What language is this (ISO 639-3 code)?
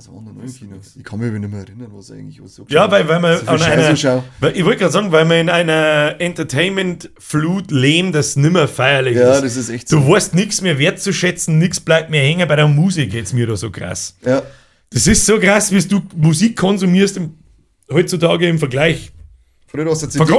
bar